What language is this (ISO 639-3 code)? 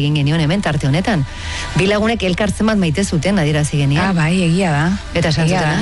eus